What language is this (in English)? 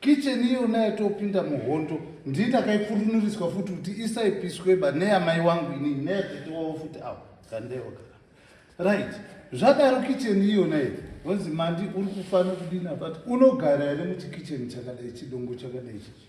Shona